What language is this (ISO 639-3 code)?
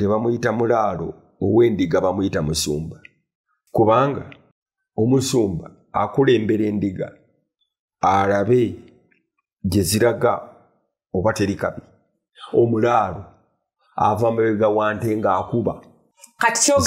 lug